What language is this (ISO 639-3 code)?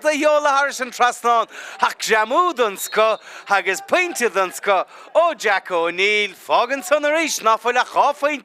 gle